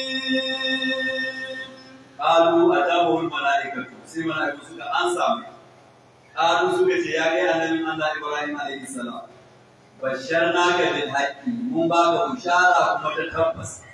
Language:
Hausa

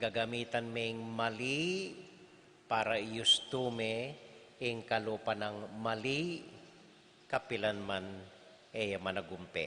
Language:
Pampanga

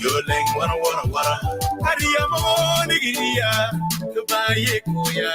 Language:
Acoli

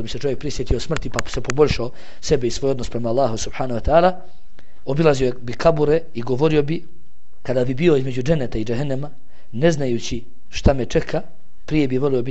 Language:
Bosnian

